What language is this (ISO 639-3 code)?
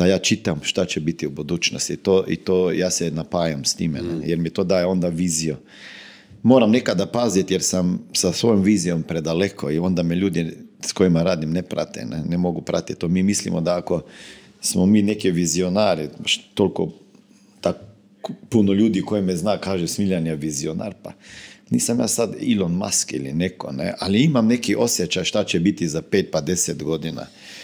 hrv